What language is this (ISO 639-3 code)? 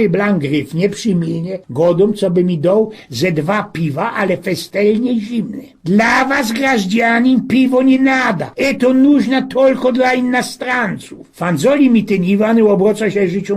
szl